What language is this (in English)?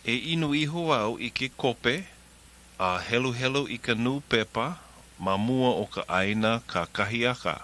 Hawaiian